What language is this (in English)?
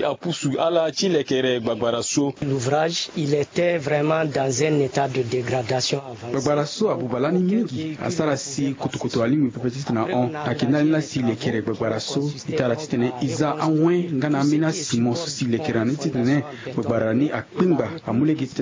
Sango